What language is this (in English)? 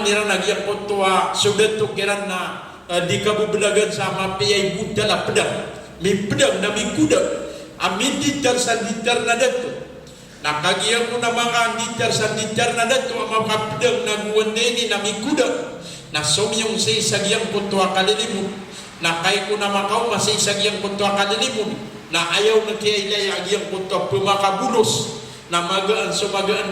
Maranao